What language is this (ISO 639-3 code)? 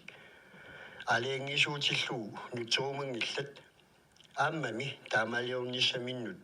kal